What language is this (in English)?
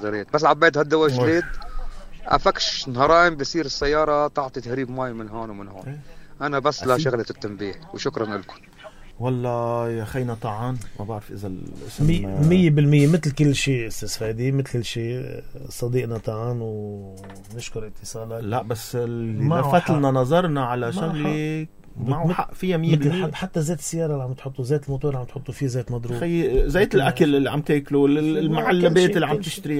North Levantine Arabic